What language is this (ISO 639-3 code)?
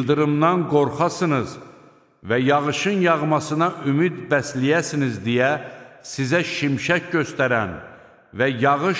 aze